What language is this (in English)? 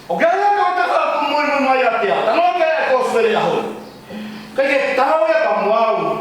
Tongan